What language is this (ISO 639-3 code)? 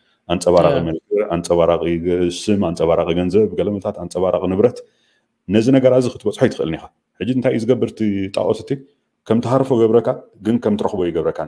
tir